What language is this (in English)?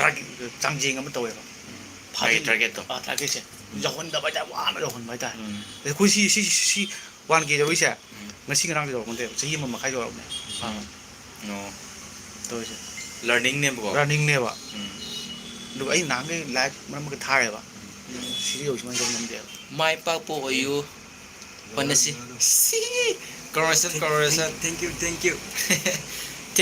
Manipuri